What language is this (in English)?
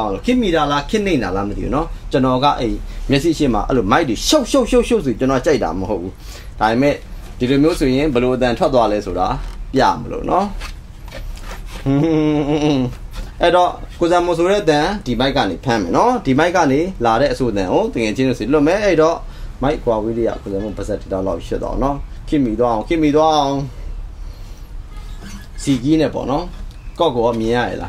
Burmese